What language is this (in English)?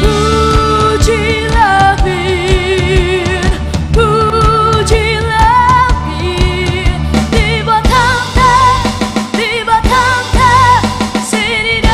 Batak Karo